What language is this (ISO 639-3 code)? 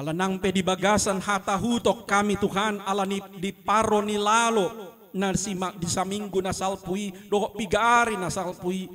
bbc